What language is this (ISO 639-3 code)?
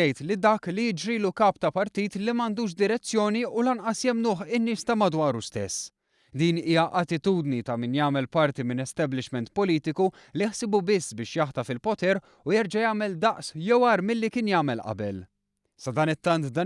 mlt